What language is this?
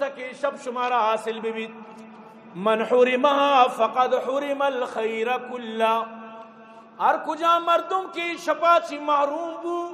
Eastern Balochi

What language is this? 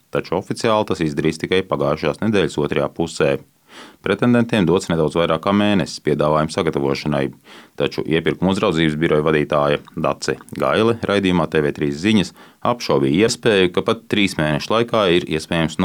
Latvian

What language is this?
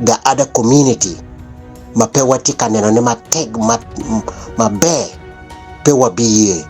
Acoli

